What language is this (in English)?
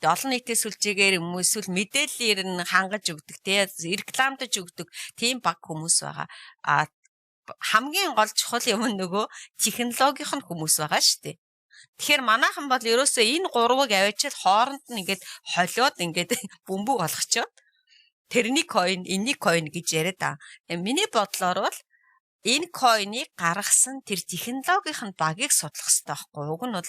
Mongolian